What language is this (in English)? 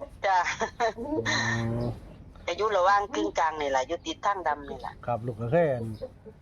Northeastern Thai